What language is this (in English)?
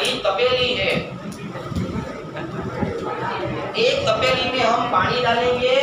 Gujarati